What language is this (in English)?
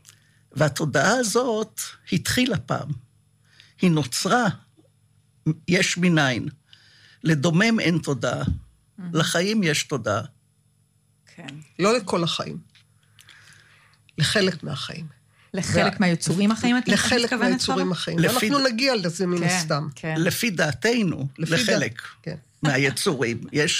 Hebrew